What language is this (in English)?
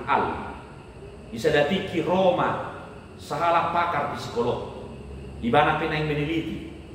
Batak Toba